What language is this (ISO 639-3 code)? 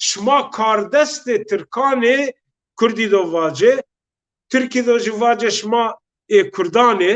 zza